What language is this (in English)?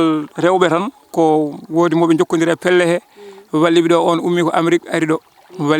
Fula